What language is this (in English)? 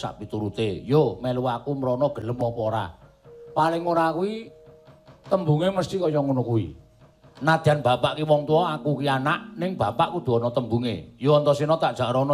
Javanese